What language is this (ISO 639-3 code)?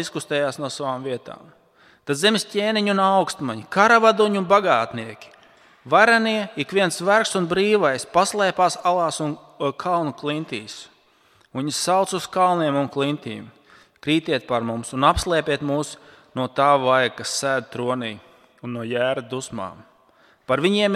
lav